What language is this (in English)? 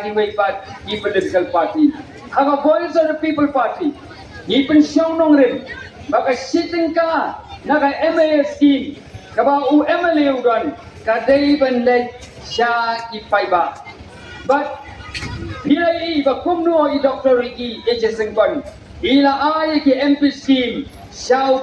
Khasi